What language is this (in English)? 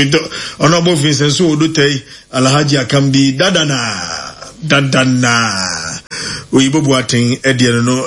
Akan